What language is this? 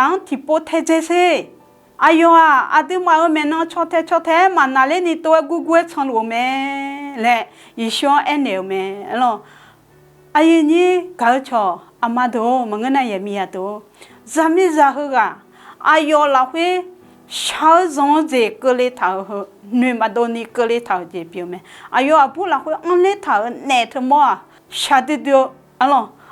Akha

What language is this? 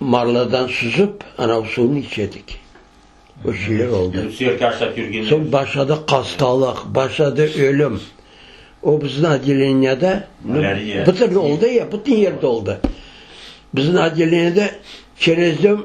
Crimean Tatar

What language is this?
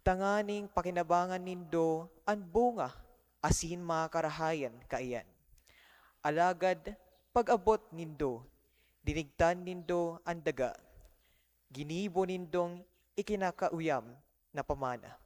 Bikol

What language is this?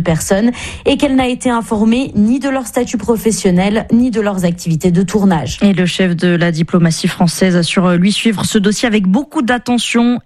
French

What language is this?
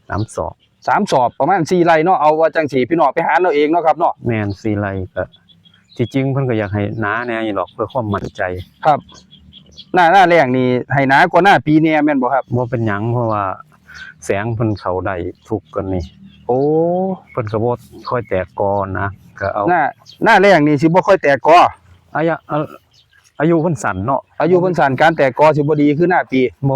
Northeastern Thai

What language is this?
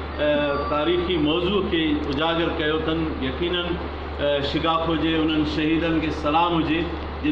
Sindhi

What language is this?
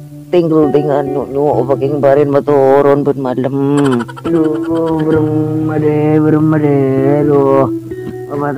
Madurese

